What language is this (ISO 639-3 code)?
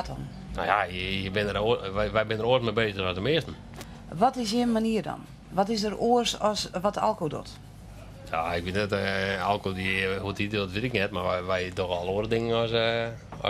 fry